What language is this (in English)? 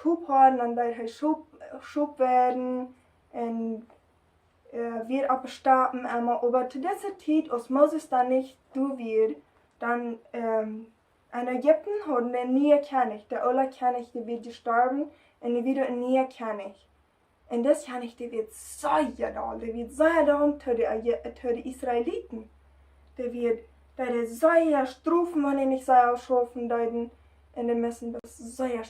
Plautdietsch